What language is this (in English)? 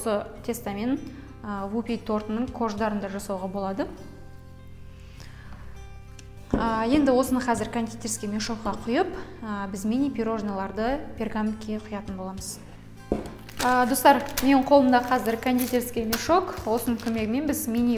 Kazakh